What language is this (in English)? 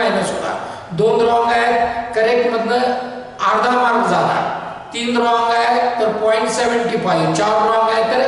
Marathi